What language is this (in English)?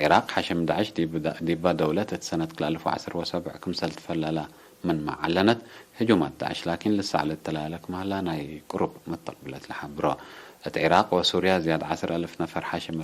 Tigre